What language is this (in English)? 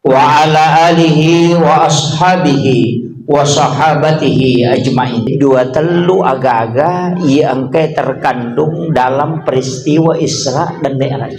Buginese